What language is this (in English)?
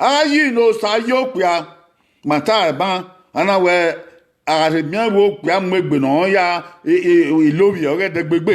Bini